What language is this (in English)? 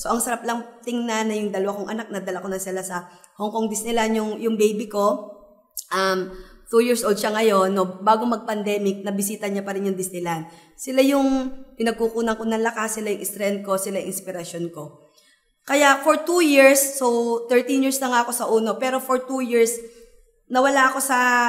Filipino